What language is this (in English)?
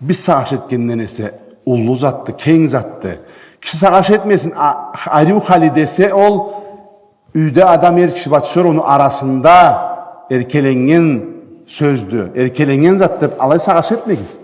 Karachay-Balkar